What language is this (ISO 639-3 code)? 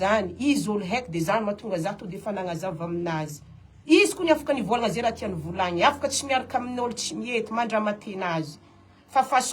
mlg